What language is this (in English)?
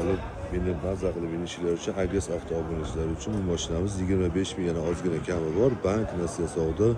Uzbek